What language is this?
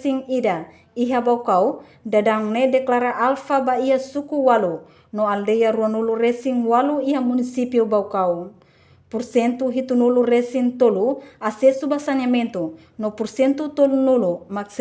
Tetum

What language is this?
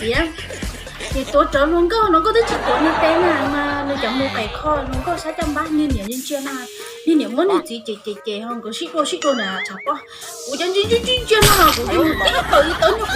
Hmong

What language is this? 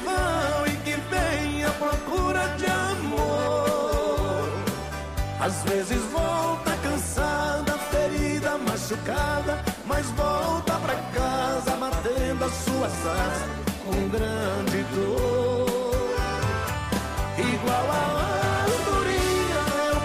Portuguese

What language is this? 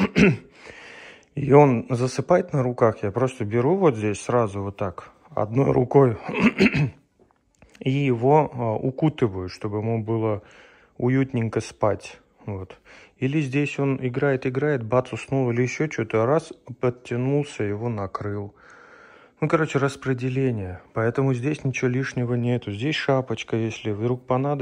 Russian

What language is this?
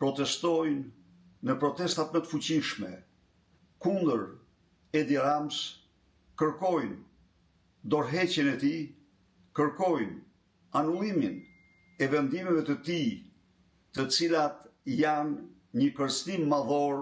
Albanian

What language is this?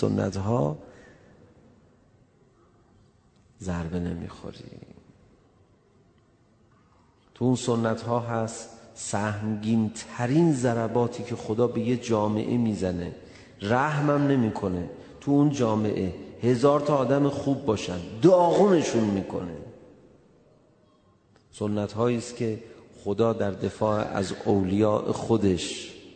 Persian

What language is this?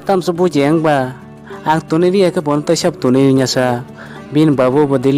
Kok Borok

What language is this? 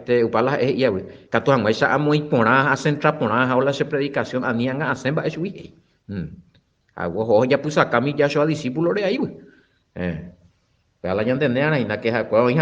Guarani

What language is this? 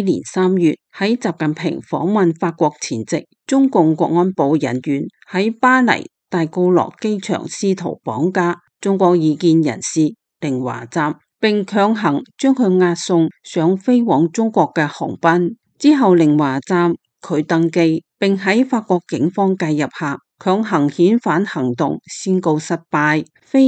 Cantonese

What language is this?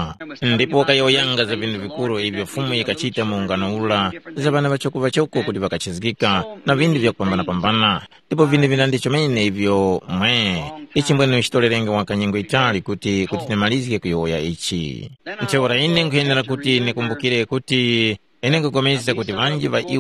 Tumbuka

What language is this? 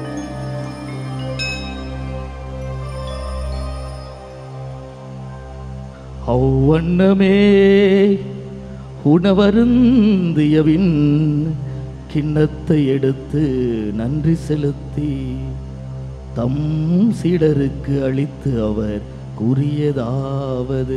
Tamil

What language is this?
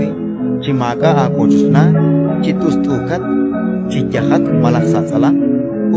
Kekchí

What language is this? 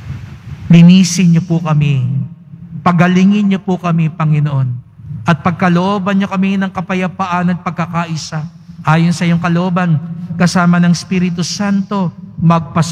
Filipino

